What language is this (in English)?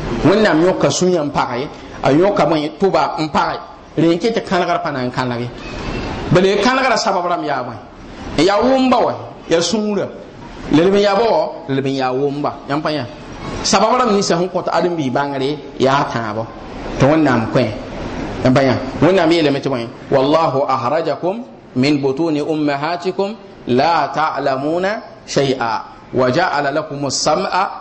Mossi